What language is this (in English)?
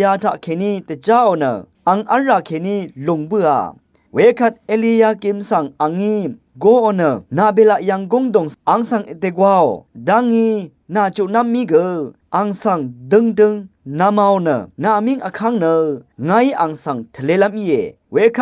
Rawang